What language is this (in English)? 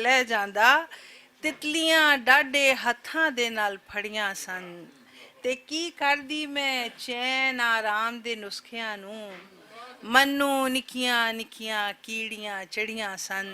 Western Panjabi